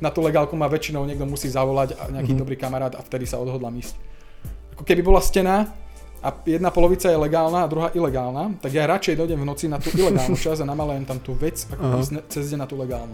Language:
Slovak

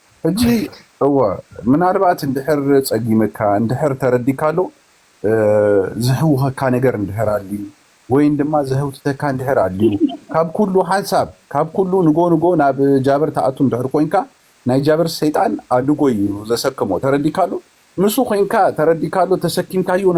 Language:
Tigrinya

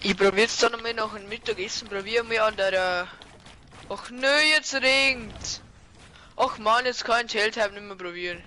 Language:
Bavarian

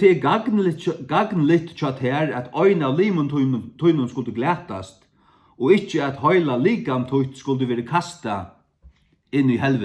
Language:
Faroese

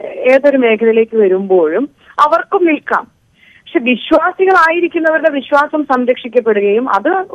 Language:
Malayalam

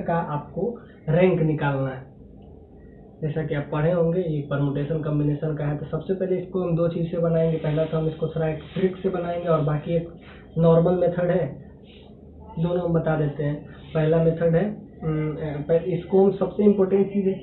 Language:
Hindi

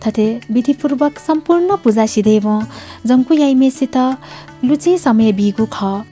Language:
Newari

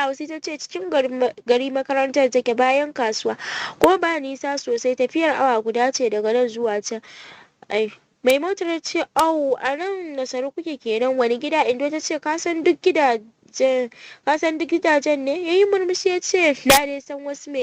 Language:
Hausa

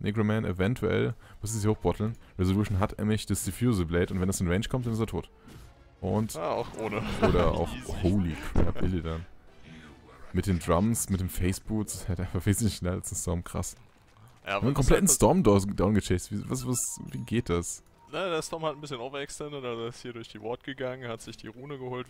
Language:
German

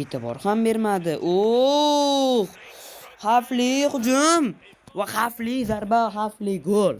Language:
Uzbek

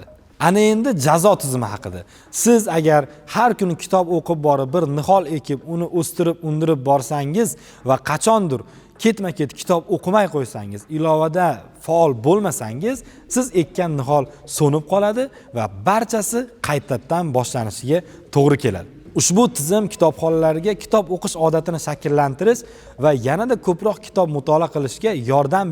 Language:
Uzbek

